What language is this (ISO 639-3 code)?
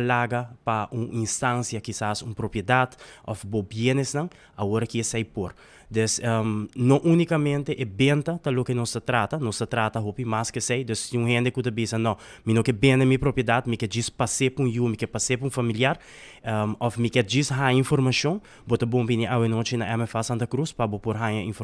pap